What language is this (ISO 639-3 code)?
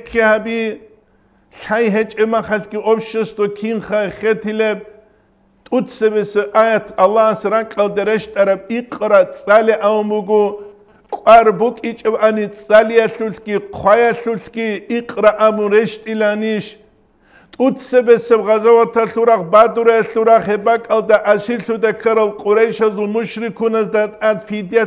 ava